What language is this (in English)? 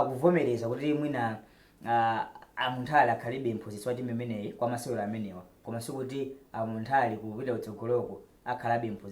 Nyanja